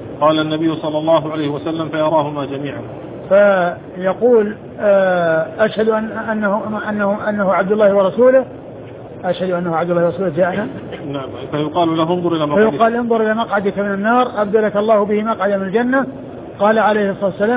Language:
Arabic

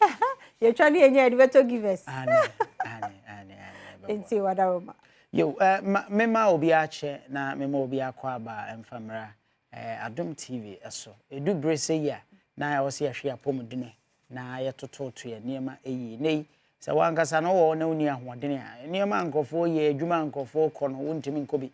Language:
Akan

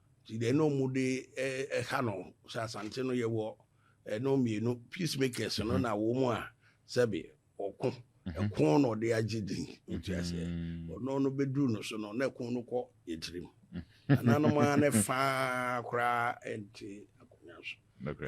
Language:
Akan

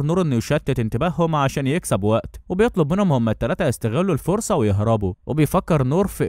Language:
Egyptian Arabic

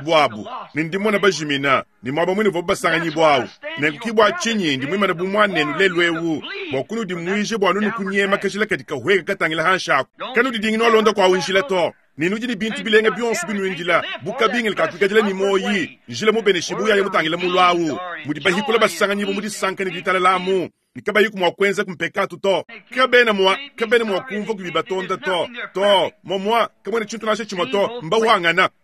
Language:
Luba-Lulua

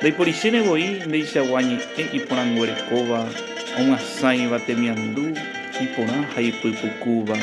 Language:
Guarani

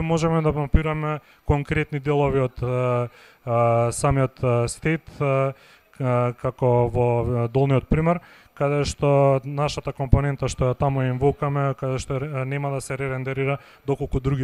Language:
Macedonian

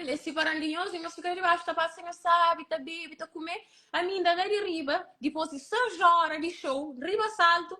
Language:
Kabuverdianu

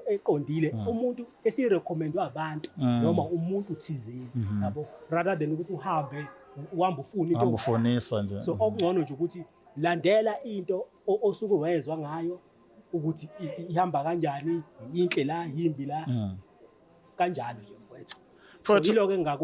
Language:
Zulu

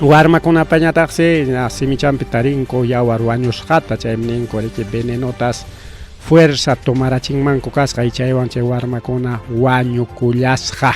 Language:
Ayacucho Quechua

